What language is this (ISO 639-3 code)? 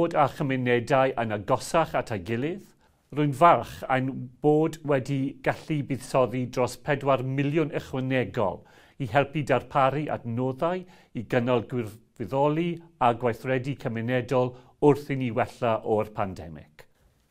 cym